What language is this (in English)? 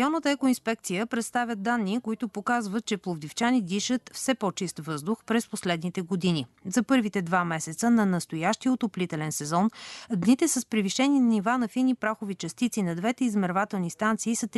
Bulgarian